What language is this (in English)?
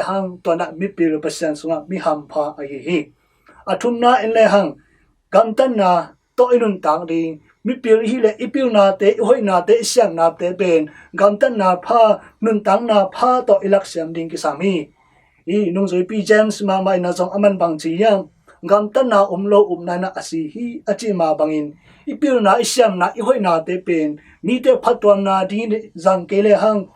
Tedim Chin